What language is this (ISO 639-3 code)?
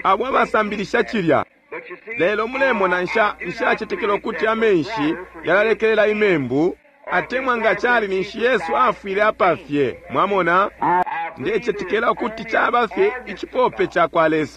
bem